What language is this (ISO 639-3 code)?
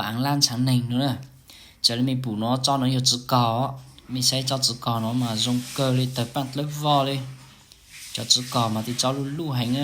hmn